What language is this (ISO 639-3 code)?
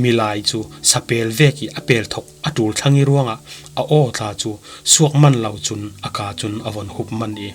cfm